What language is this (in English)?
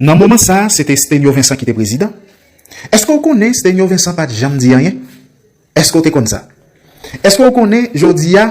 Haitian Creole